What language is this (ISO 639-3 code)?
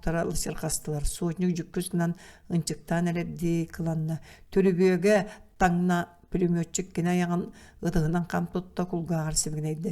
sah